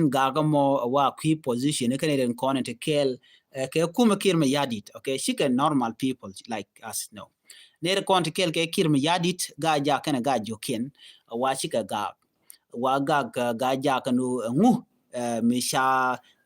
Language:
Nuer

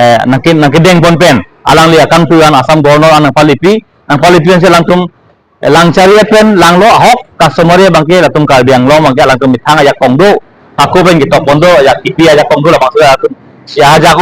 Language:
Karbi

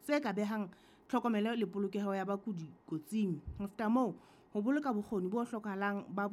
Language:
Southern Sotho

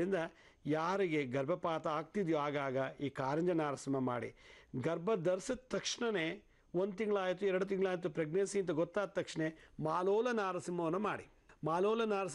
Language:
Kannada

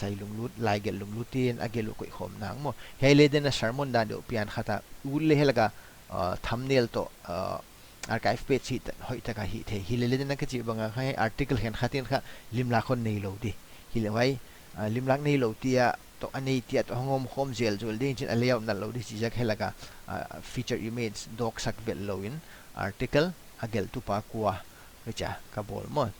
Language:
Paite Chin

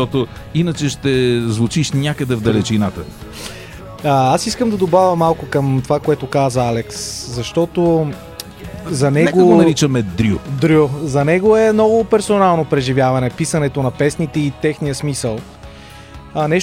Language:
Bulgarian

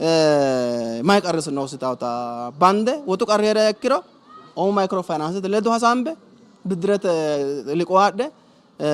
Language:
Sidamo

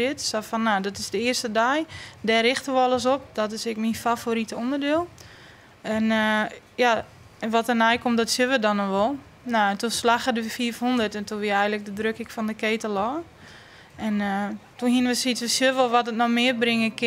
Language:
Western Frisian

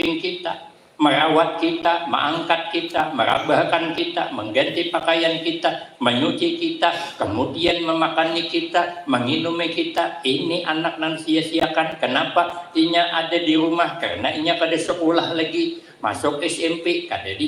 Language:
Banjar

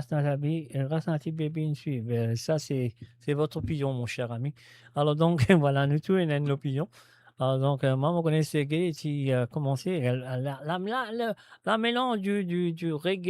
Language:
Morisyen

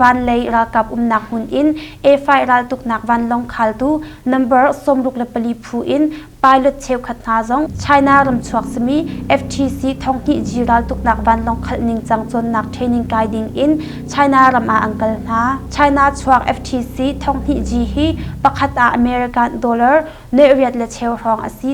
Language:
Hakha Chin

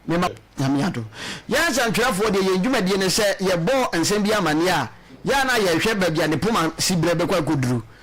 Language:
Akan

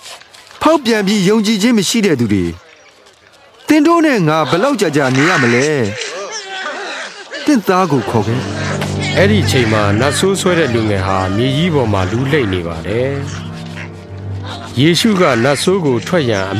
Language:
Burmese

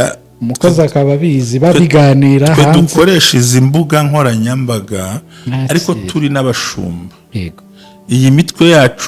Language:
Kinyarwanda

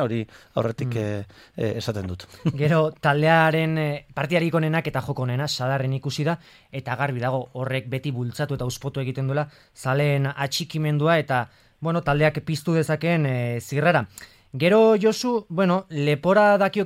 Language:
Basque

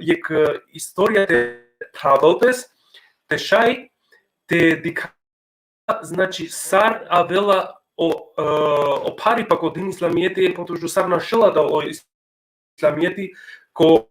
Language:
Balkan Romani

